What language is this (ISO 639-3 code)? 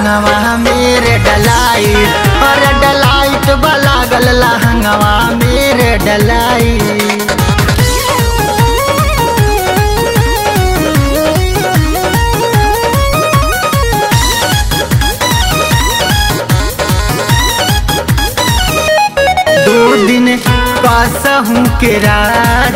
bho